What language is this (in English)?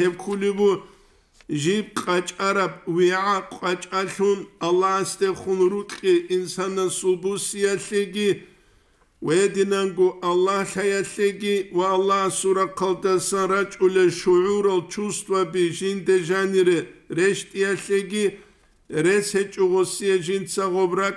Avaric